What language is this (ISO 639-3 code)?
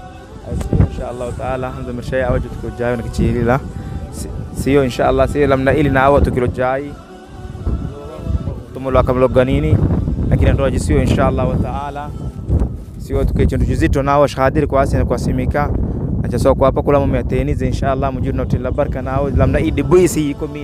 swa